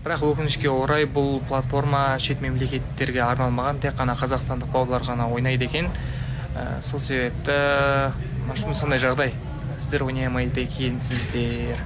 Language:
Kazakh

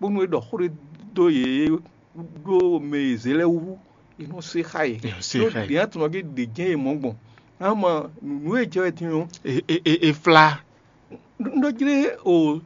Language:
Fon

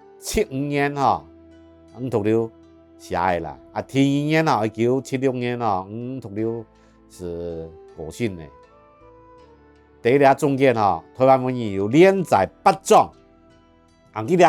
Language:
Hakka Chinese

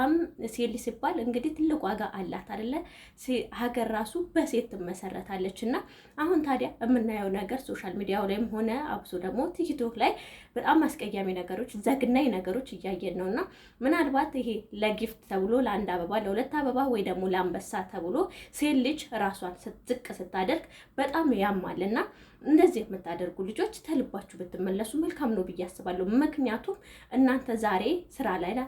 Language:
Amharic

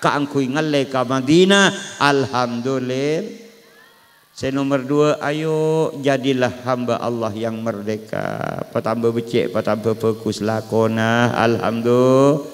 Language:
Madurese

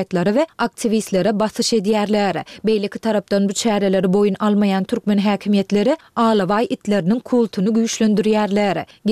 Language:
Turkmen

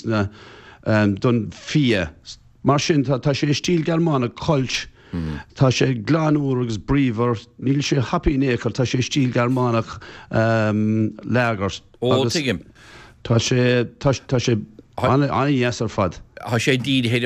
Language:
Irish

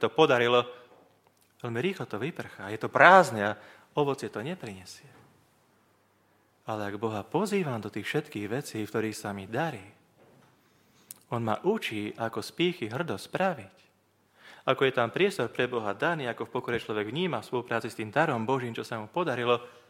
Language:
Slovak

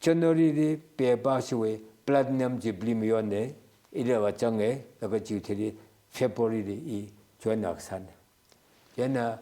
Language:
Tangkhul Naga (India)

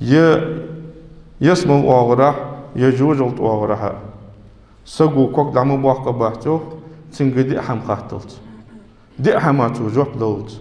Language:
Ingush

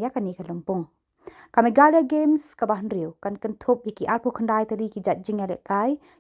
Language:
Khasi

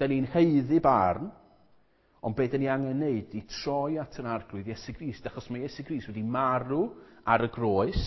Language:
Welsh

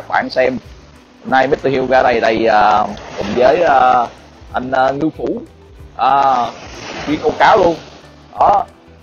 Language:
Vietnamese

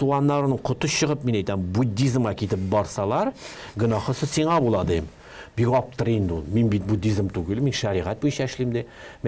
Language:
Tatar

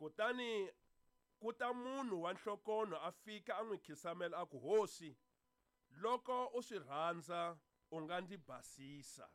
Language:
Tsonga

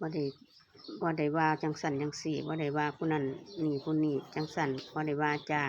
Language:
Northeastern Thai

